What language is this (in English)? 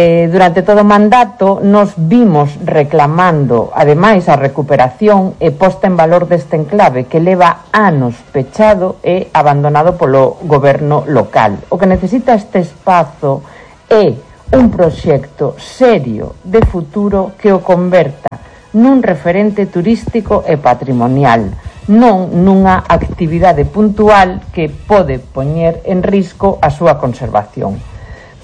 Galician